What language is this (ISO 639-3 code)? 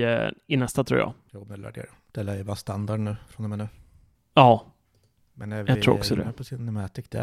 swe